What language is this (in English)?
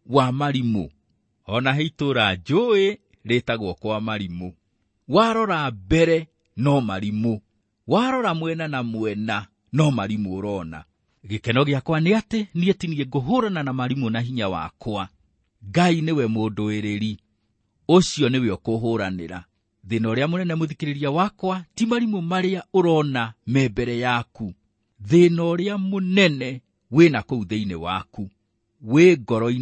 Kikuyu